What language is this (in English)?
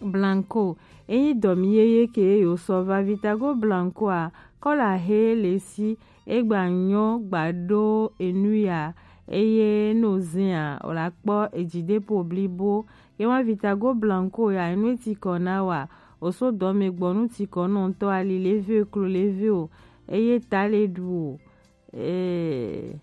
Gen